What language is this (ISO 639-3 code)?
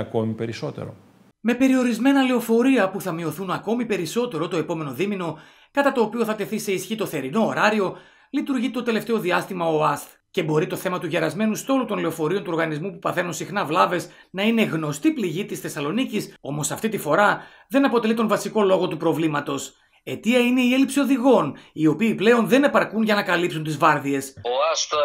ell